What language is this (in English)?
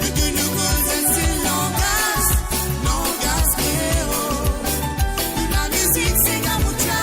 Morisyen